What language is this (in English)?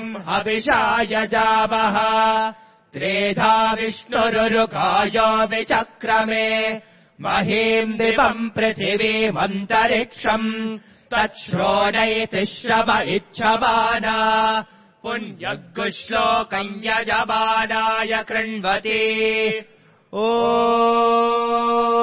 Sanskrit